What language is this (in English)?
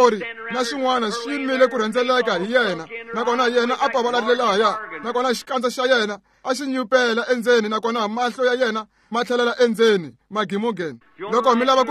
Tsonga